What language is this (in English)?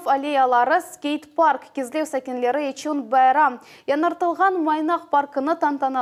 Crimean Tatar